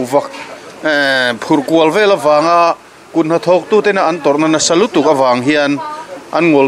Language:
Mizo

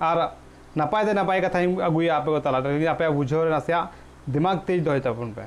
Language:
Santali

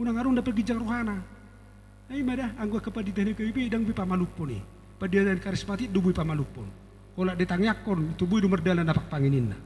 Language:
Batak Toba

